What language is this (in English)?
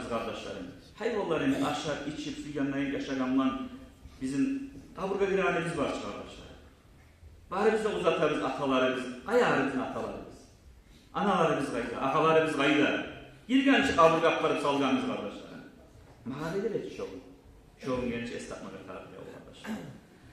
Kumyk